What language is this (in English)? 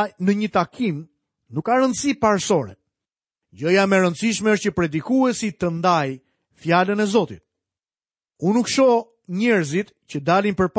Albanian